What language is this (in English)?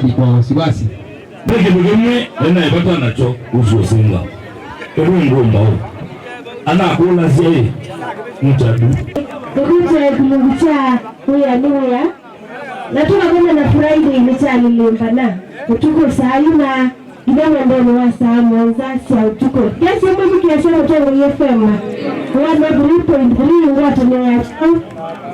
Kamba